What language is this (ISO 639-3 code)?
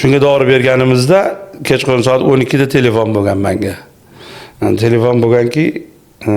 uzb